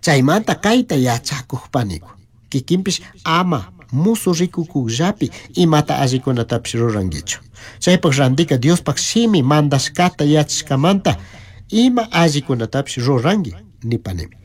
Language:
Chimborazo Highland Quichua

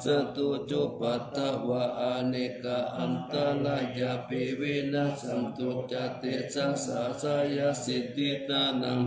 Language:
Pali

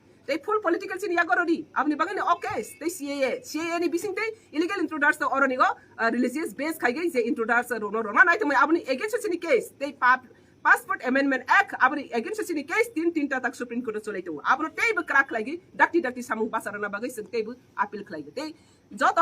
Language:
Riang (India)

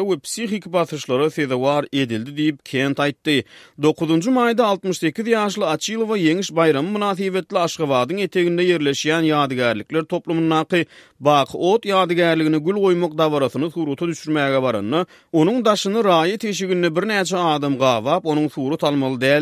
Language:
Turkmen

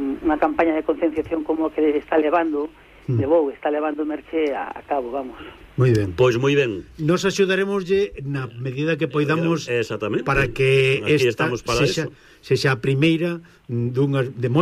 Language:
Galician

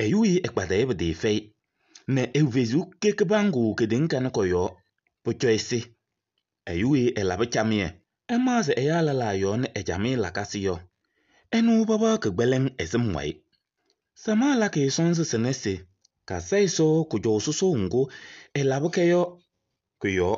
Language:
Kabiyè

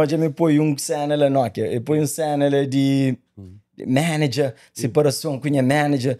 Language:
Kabuverdianu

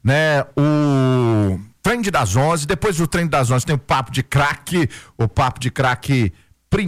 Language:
Portuguese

